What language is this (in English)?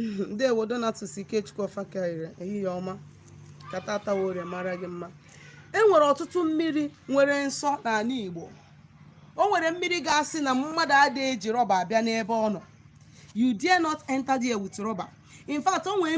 Igbo